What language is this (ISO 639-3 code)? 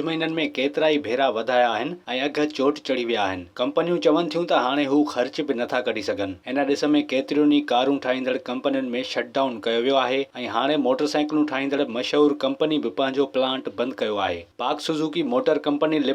snd